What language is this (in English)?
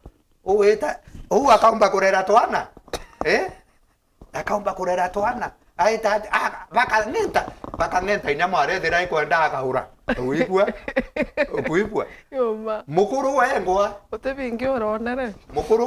Meru